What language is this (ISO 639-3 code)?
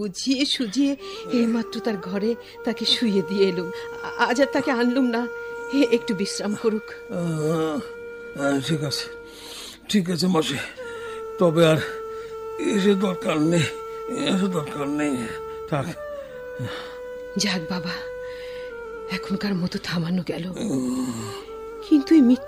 ben